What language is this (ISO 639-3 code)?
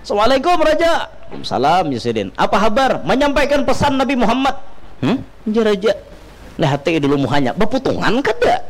bjn